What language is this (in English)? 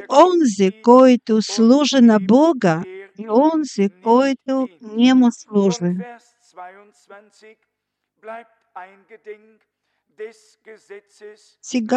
Bulgarian